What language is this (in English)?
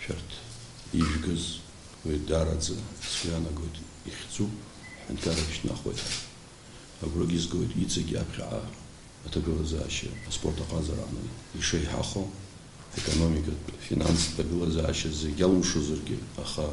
Abkhazian